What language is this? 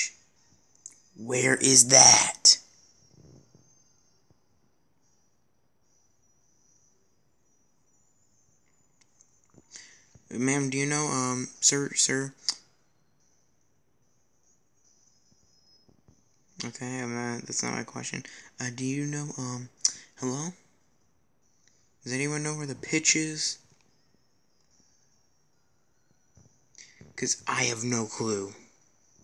English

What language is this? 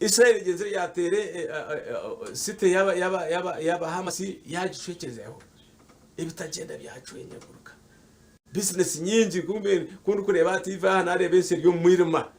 Nyankole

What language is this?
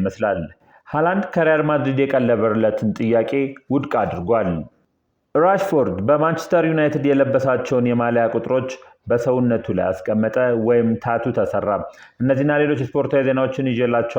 Amharic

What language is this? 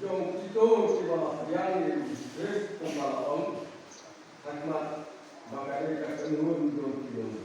Khasi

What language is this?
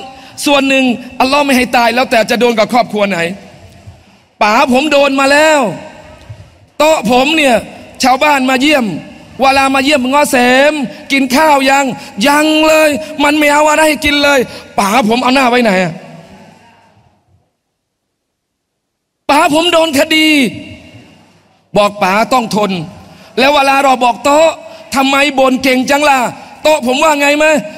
Thai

